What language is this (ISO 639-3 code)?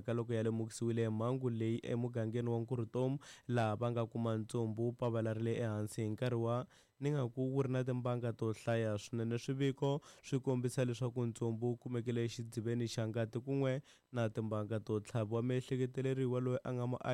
tso